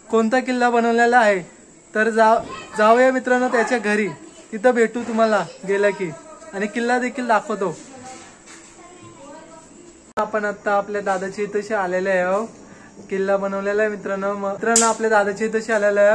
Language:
Marathi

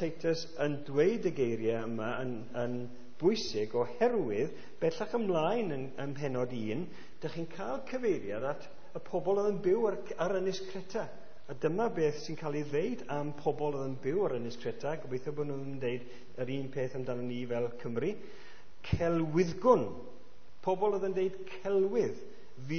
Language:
Welsh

